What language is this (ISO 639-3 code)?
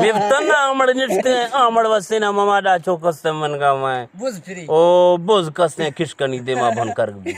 bgp